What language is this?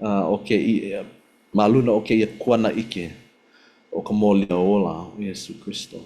Hawaiian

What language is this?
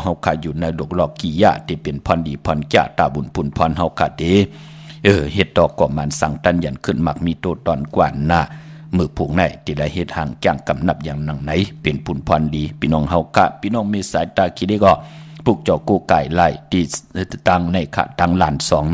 Shan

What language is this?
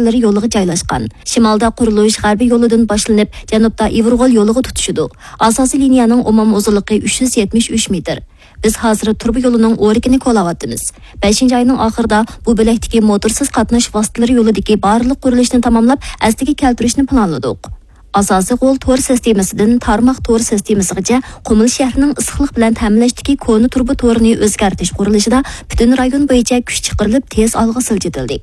Uyghur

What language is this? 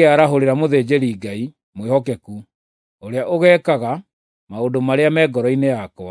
Kikuyu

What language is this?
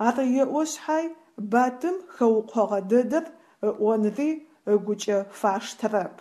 Adyghe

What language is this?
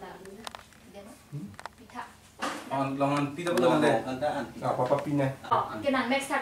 Karbi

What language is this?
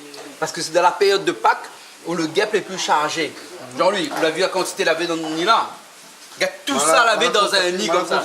Réunion Creole French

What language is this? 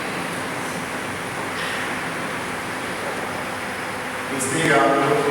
Papiamento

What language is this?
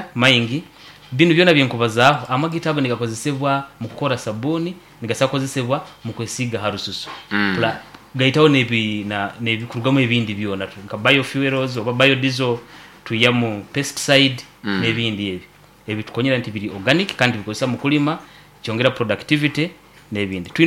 Nyoro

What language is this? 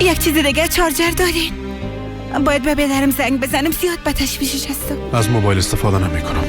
Persian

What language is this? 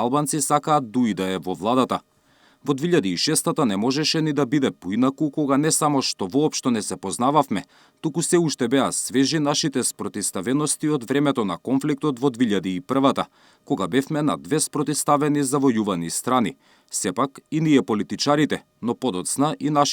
Macedonian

